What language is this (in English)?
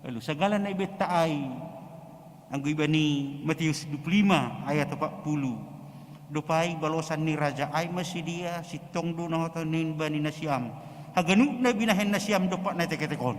Batak Simalungun